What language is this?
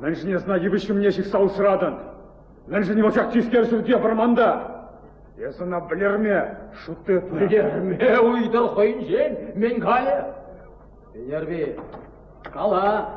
Chuvash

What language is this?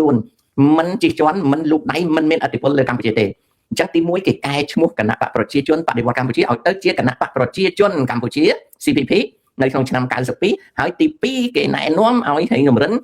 Khmer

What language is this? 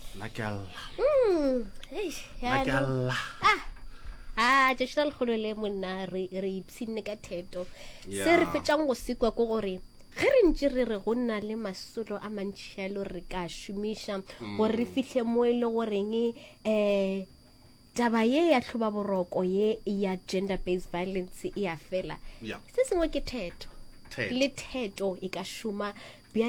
Northern Sotho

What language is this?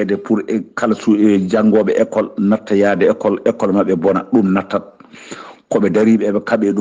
Fula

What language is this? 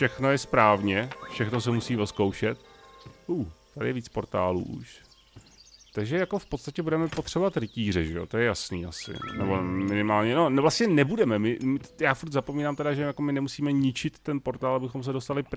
Czech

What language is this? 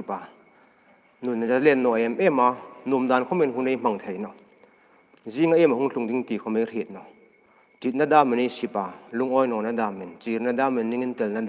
Hmar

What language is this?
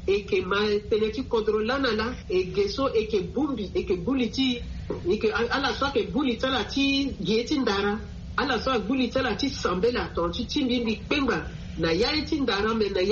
Sango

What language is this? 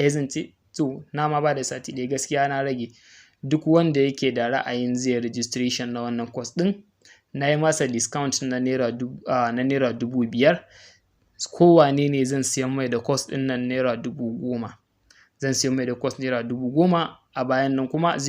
Hausa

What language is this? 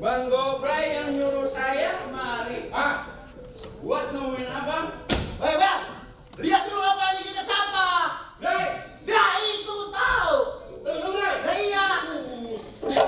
Betawi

